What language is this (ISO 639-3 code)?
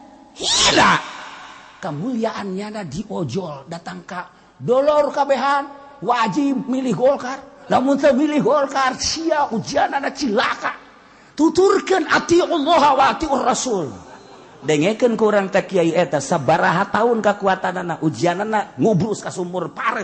sun